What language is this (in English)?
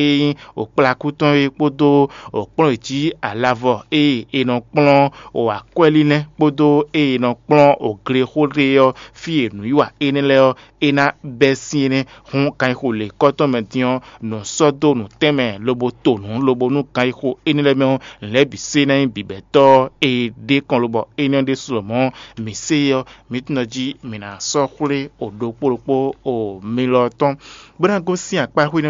Fon